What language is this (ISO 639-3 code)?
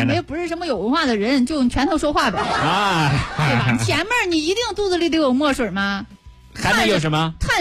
zho